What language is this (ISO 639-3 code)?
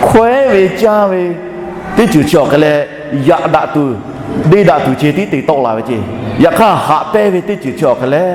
lhu